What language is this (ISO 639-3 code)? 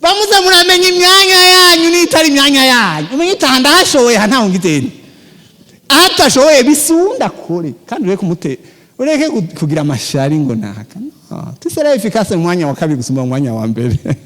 run